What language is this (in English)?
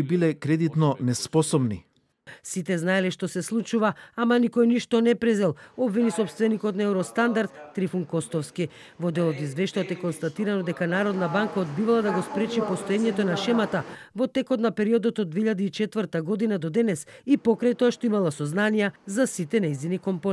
Macedonian